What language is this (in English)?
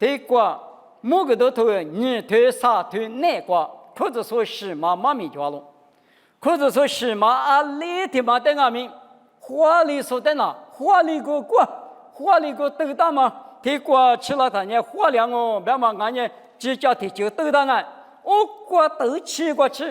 Lisu